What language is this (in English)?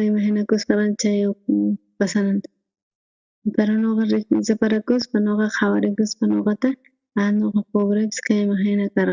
South Bolivian Quechua